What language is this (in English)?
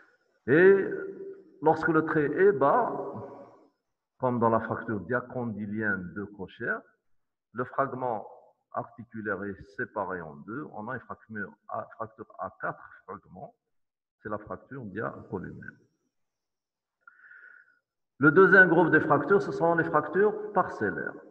French